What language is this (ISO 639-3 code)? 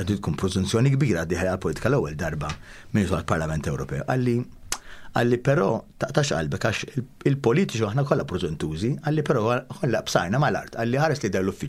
mlt